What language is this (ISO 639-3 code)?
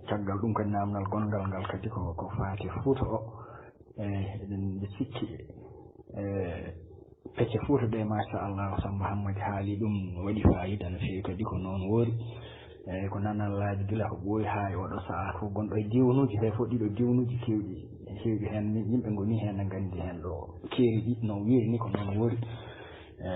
ful